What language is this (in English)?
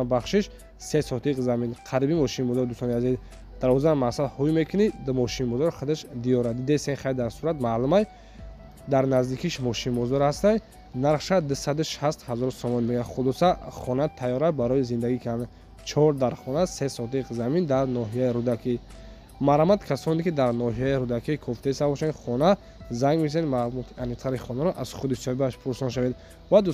Tajik